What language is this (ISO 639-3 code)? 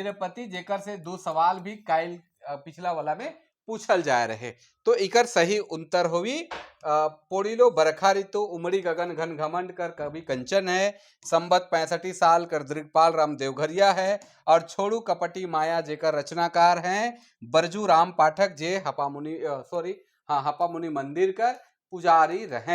sck